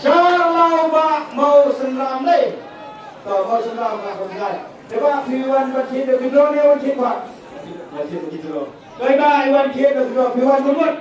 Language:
Khasi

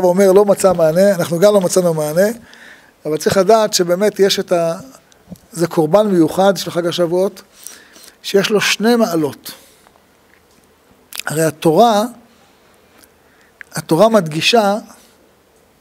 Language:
Hebrew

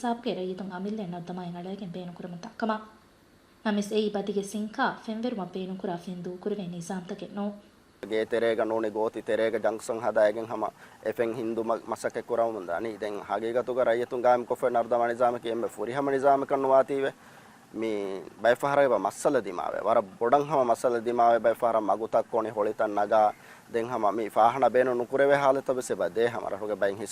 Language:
Divehi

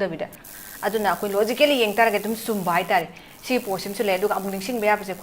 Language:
Manipuri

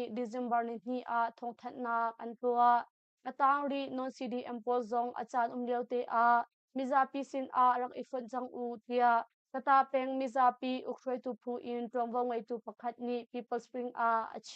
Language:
Hakha Chin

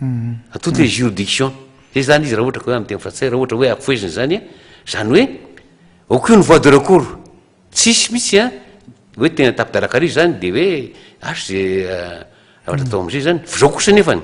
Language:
Malagasy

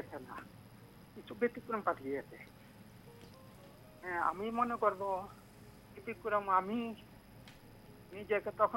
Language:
Bangla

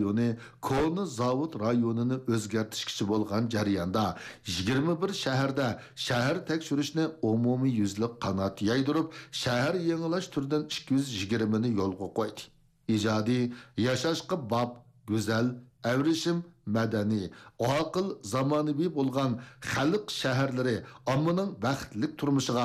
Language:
Uyghur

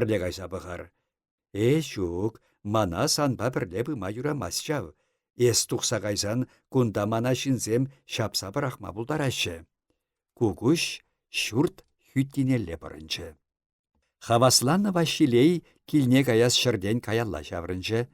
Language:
Chuvash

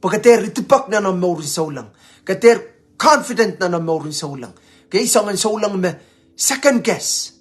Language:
Pohnpeian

